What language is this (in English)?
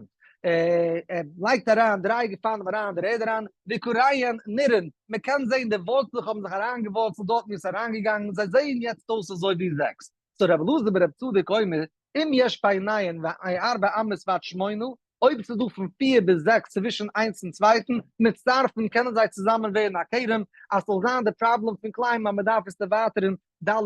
Yiddish